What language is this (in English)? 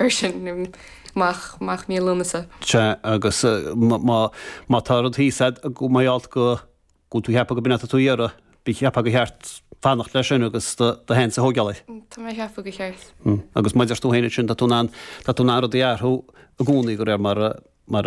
Irish